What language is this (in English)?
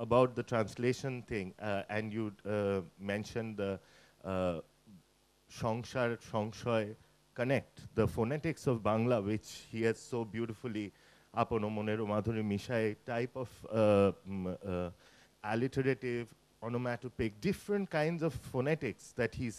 English